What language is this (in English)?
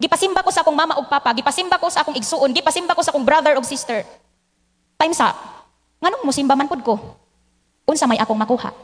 Cebuano